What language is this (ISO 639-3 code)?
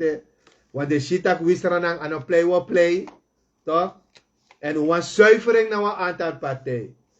srn